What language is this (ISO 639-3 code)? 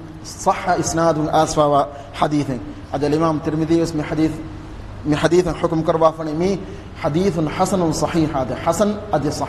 div